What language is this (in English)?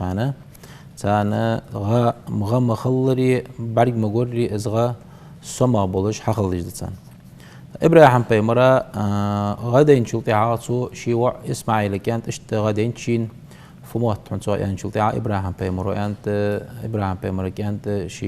Ingush